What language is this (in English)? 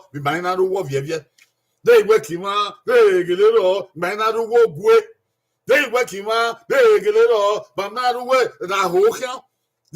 Bini